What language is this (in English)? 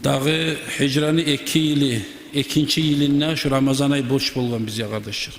Kumyk